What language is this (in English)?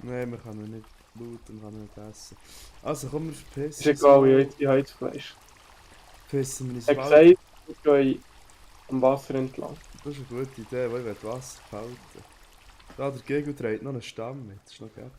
Swiss German